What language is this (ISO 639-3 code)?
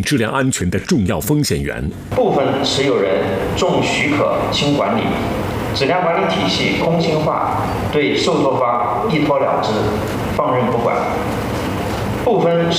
zho